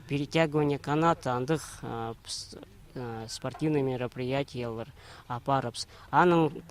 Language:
Khakas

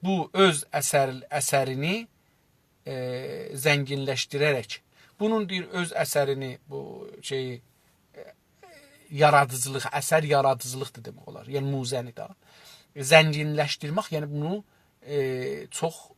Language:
South Azerbaijani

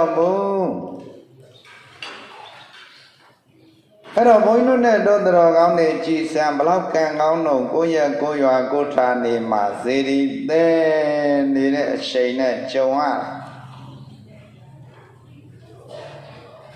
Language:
Burmese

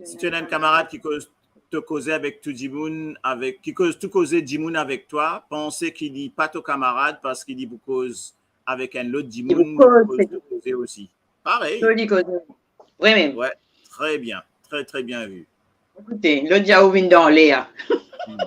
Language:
Morisyen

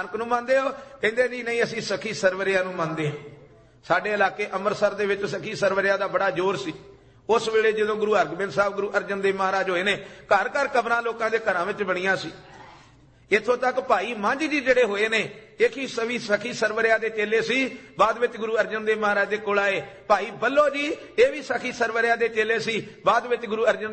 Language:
Punjabi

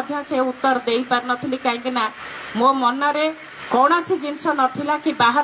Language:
Odia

